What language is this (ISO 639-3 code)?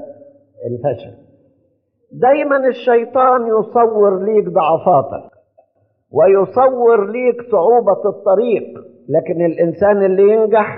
arz